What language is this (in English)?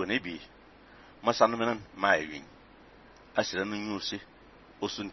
Fang